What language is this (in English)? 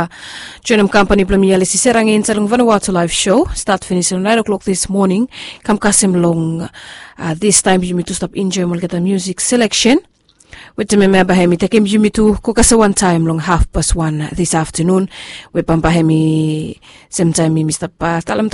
Bislama